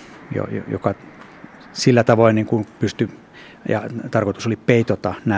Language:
Finnish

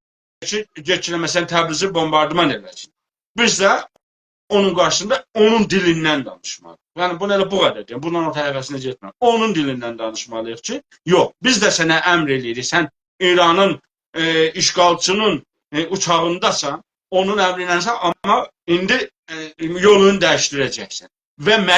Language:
South Azerbaijani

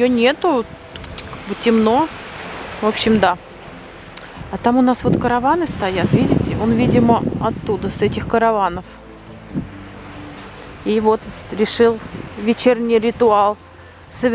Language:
Russian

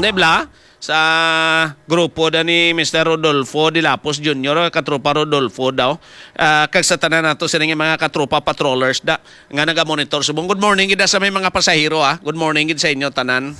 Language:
Hiligaynon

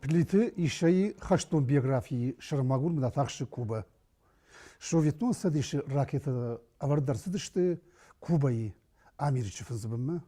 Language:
Ossetic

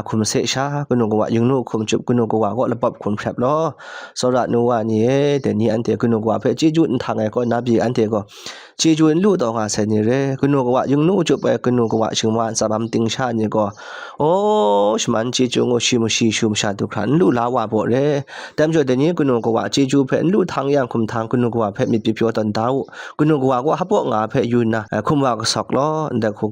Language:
Kachin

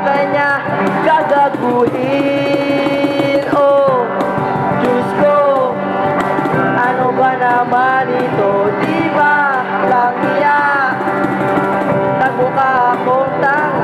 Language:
Filipino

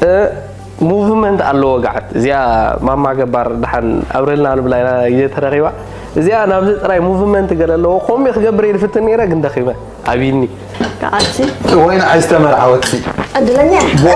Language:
Tigrinya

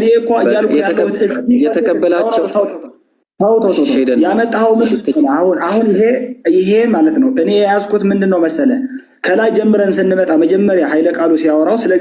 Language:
Amharic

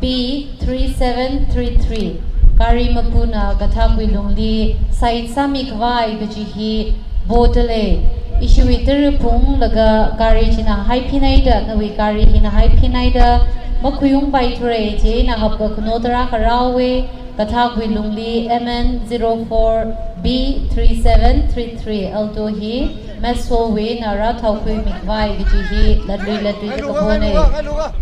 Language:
Tangkhul Naga (India)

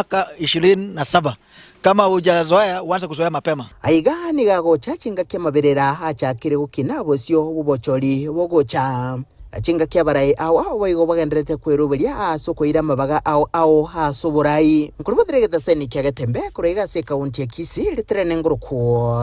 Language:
Gusii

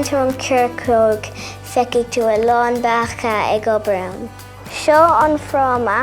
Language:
Irish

